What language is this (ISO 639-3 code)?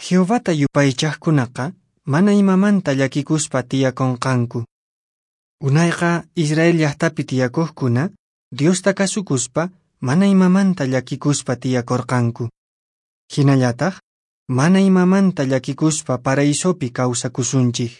que